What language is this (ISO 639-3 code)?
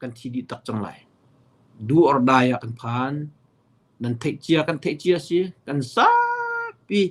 cnh